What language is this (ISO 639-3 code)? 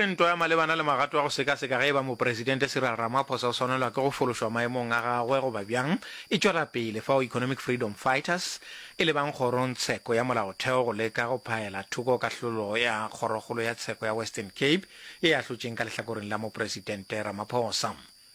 nso